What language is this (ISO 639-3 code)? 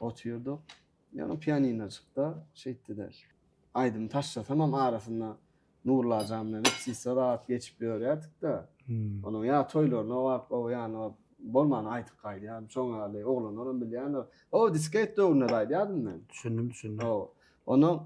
tuk